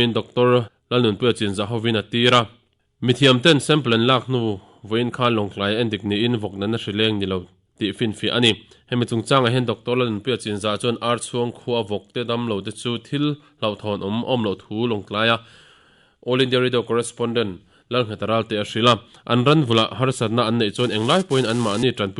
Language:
Mizo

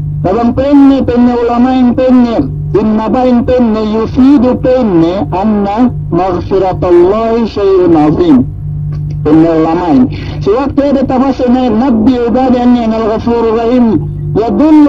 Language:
Yakan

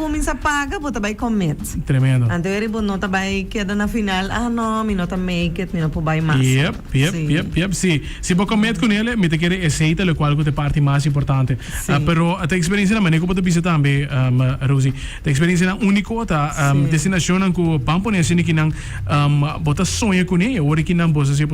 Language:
Papiamento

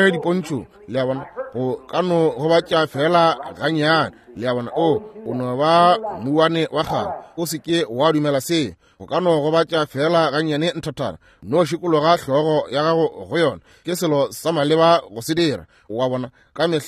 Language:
Northern Sotho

